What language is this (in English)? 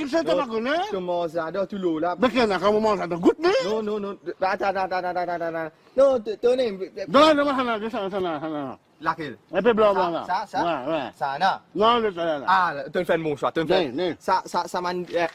Morisyen